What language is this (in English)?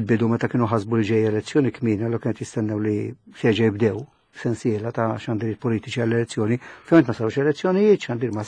Maltese